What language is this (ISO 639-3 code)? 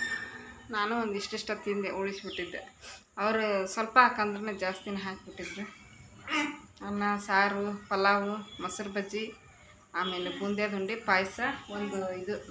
kan